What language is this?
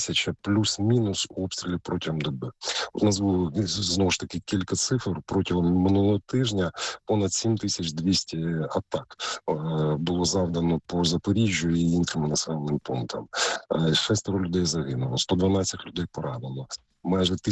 Ukrainian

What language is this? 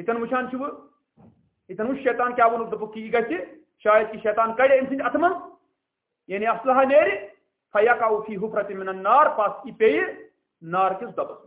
Kashmiri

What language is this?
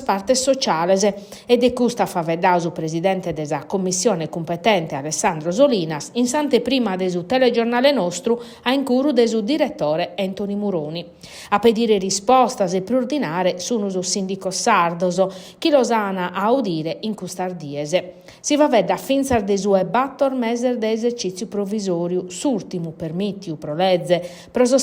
Sardinian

